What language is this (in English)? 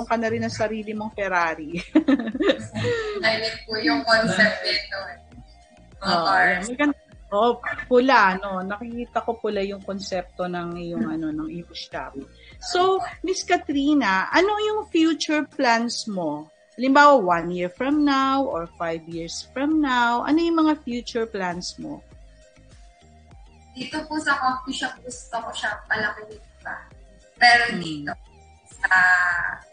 Filipino